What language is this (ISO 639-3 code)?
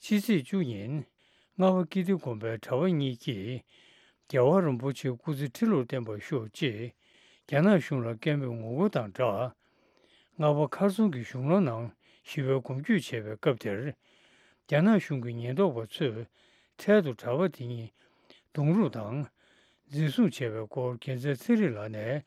bod